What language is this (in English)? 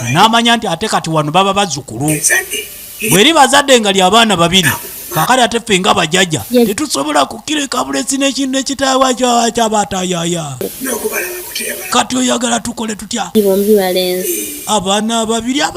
Ganda